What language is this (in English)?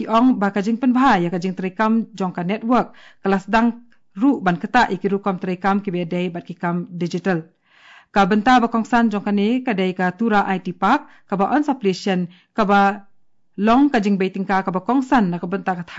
Khasi